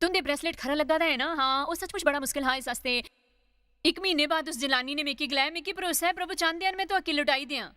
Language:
Dogri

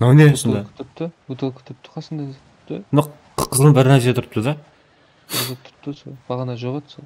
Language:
Kara-Kalpak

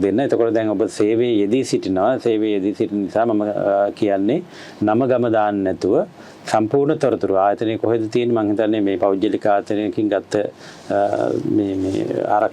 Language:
Sinhala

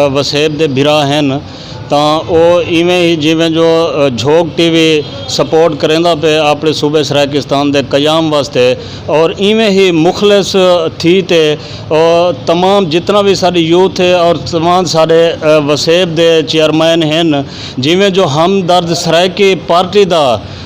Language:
Saraiki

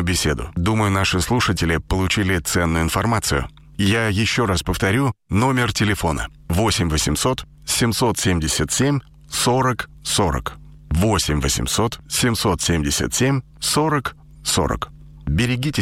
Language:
Russian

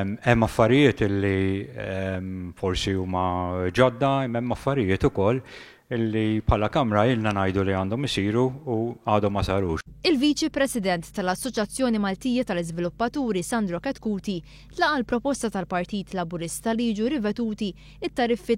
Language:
Maltese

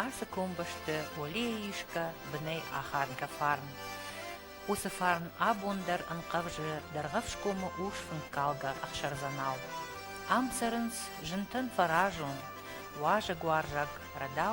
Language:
Ossetic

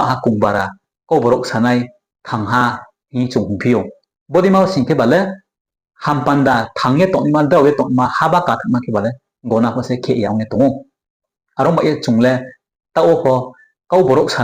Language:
Riang (India)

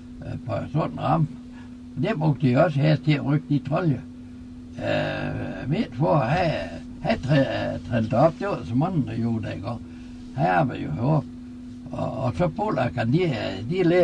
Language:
Danish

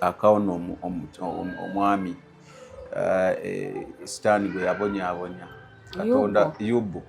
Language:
Ganda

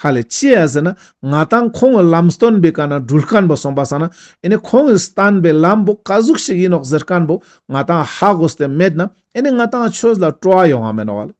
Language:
Ladakhi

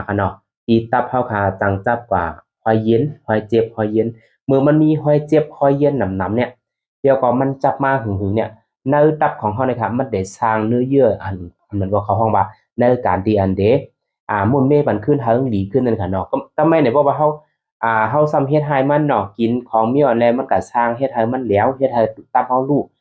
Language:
Shan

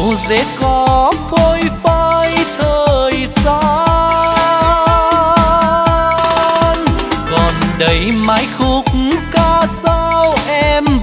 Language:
Vietnamese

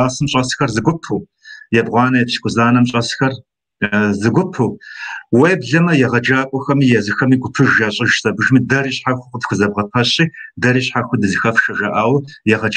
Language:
Kabardian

